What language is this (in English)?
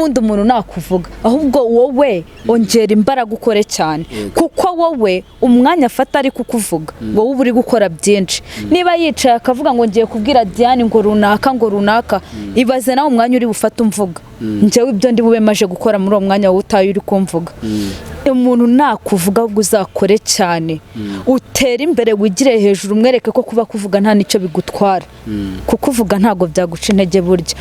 Kinyarwanda